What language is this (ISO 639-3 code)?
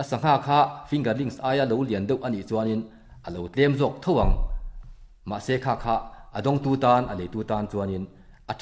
lus